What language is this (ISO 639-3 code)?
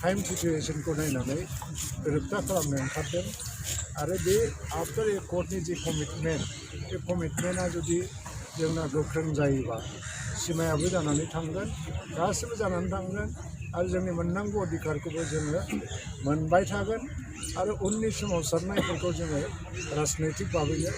brx